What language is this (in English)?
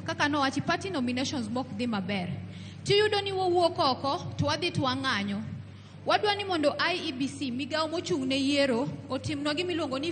Luo (Kenya and Tanzania)